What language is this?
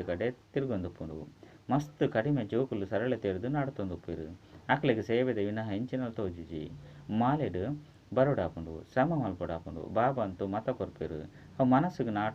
Tulu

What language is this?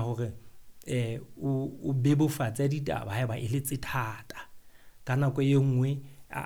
Southern Sotho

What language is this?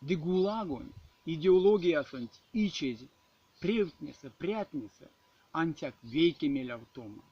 Erzya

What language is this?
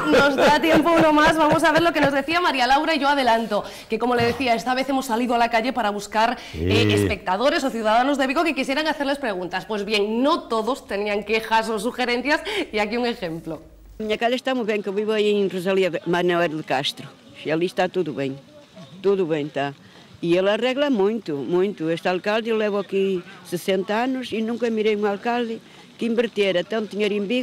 Galician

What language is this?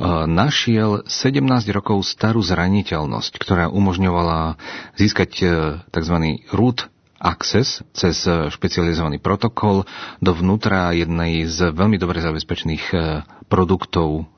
Slovak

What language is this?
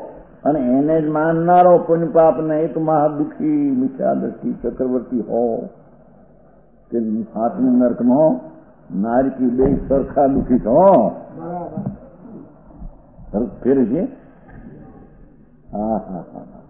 Gujarati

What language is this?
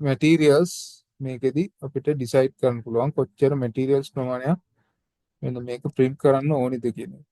Sinhala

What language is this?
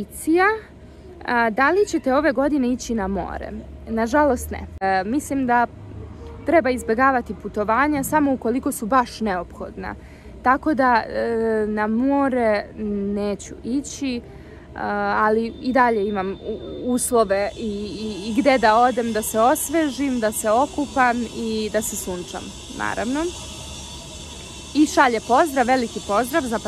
Serbian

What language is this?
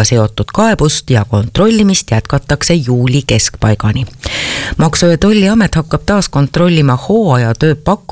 Estonian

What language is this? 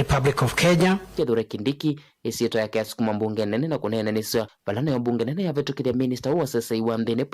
Kamba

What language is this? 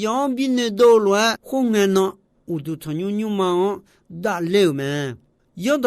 Akha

